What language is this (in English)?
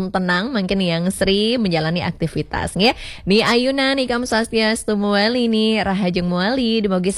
Balinese